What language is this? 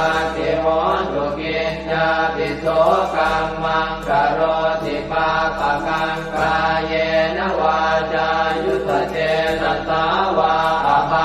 Pali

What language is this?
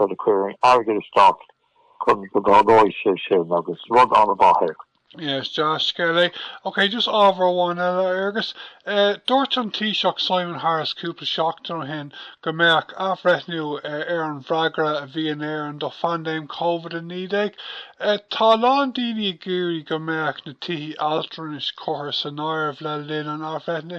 Irish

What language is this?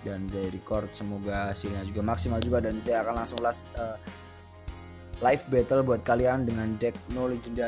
Indonesian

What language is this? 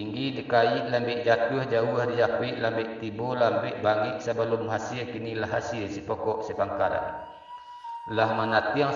Minangkabau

